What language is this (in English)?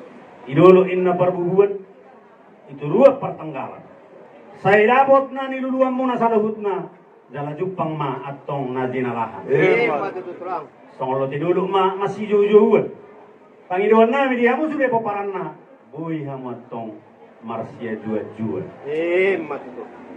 Batak Toba